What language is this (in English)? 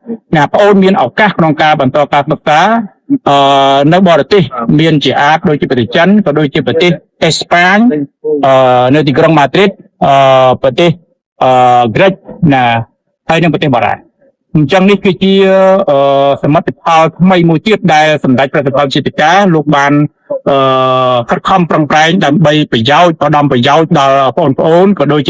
Khmer